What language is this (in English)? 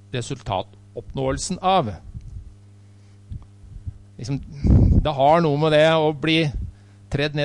Norwegian